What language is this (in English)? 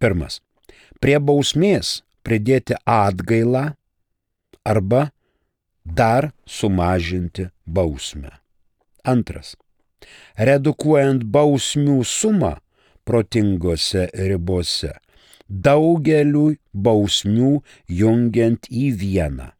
Lithuanian